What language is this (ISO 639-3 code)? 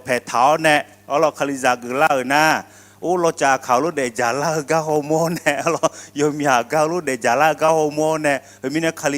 ahk